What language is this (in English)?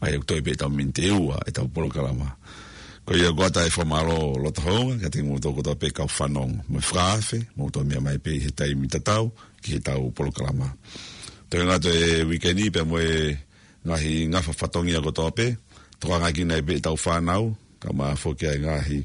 Tongan